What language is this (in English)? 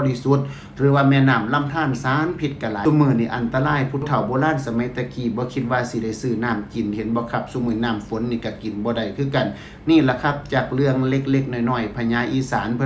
Northeastern Thai